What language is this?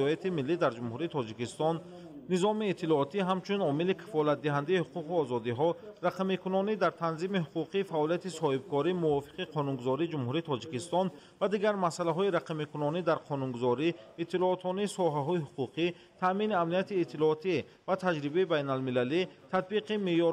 Tajik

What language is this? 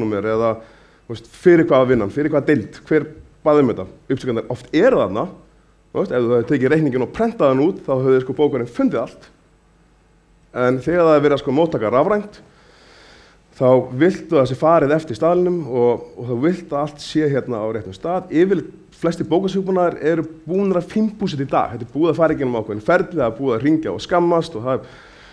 Icelandic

